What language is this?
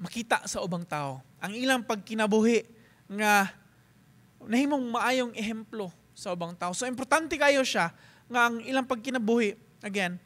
Cebuano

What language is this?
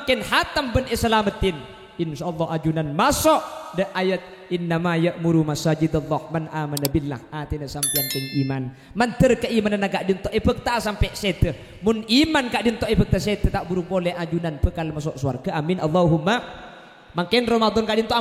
Madurese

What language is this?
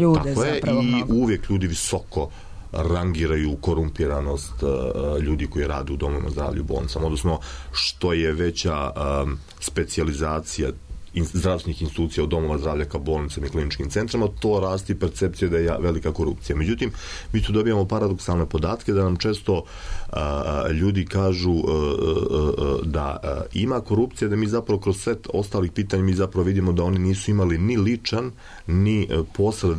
Serbian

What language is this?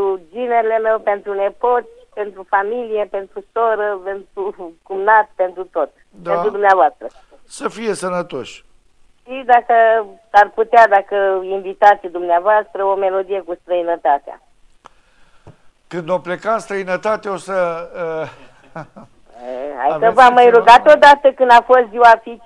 Romanian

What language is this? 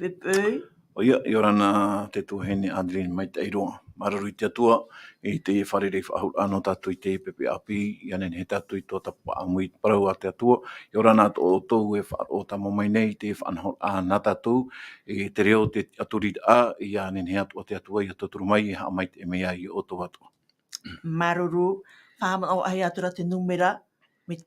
Tahitian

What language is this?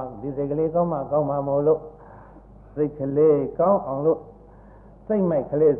Burmese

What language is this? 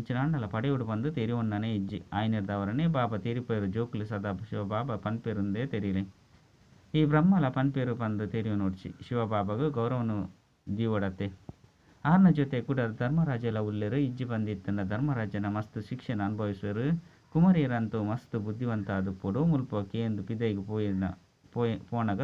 Tulu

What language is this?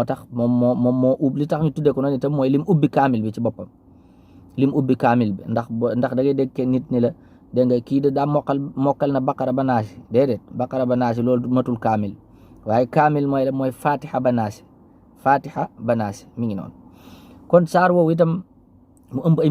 Wolof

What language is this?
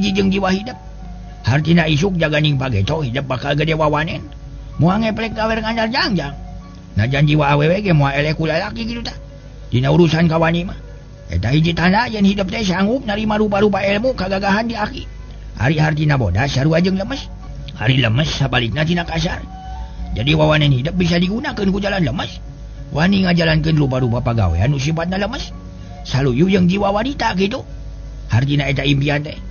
Sundanese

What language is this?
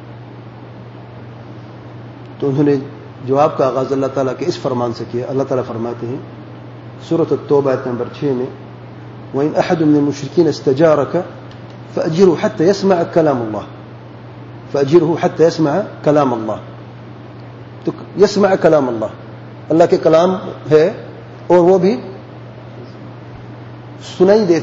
Urdu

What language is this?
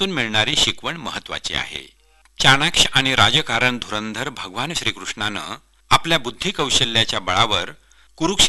Marathi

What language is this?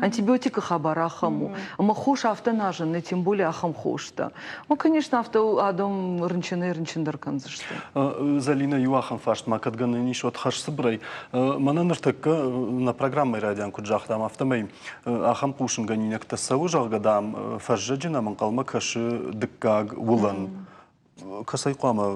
Ossetic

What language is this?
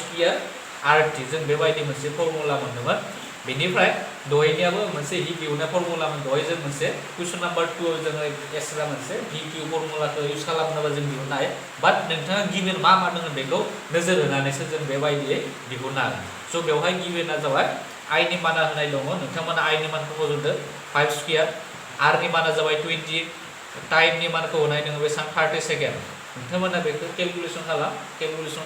Bodo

